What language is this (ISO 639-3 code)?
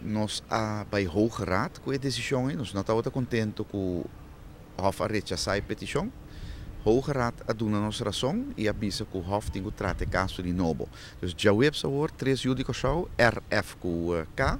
pap